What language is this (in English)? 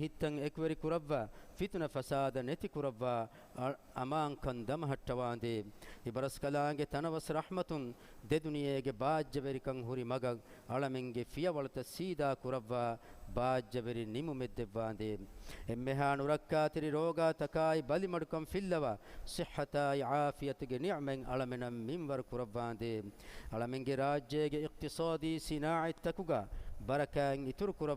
Divehi